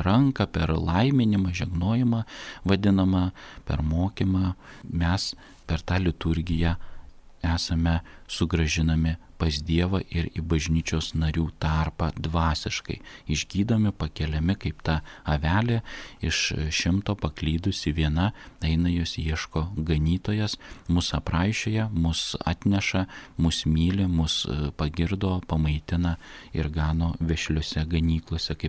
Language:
Lithuanian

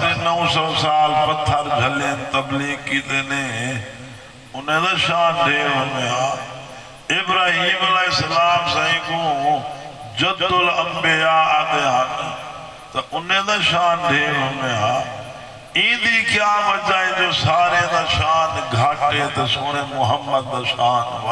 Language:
Saraiki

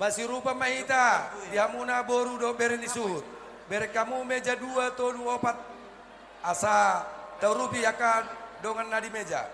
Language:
Batak Toba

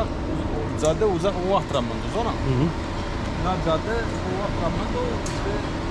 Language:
Zaza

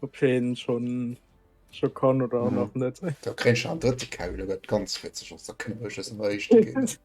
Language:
Luxembourgish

